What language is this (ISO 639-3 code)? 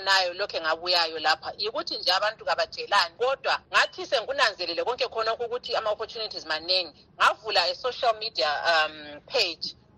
nde